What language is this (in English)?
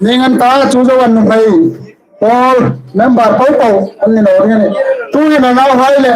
Hmar